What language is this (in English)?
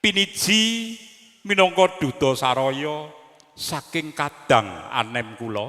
Javanese